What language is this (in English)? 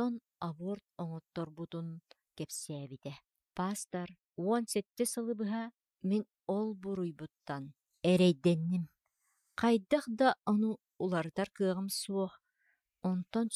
Yakut